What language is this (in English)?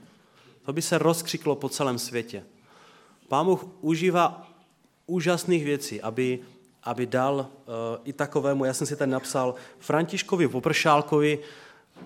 Czech